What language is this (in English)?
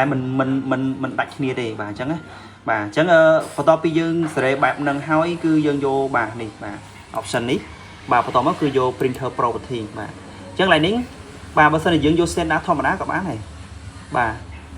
Khmer